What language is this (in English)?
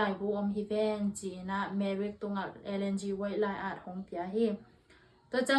Tedim Chin